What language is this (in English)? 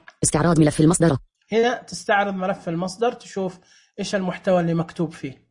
Najdi Arabic